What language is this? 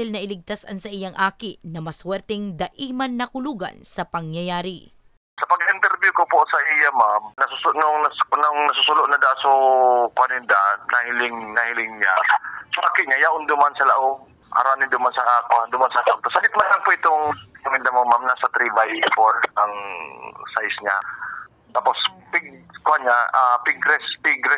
Bikol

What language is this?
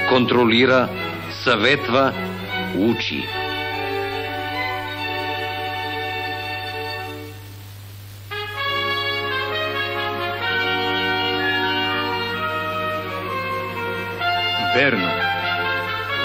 Bulgarian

